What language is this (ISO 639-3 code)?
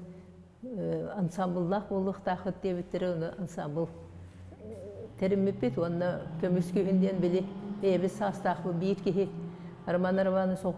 sah